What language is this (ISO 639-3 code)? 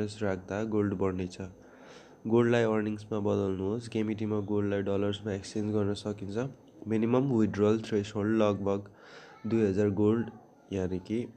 nep